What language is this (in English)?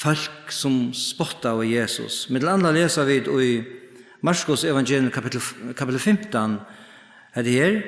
Faroese